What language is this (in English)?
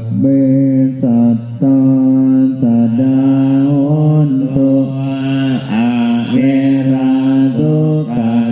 Pali